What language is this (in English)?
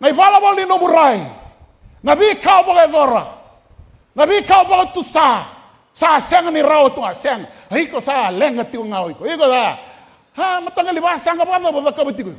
Fijian